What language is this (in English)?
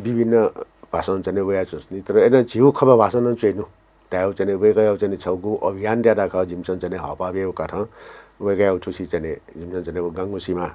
Newari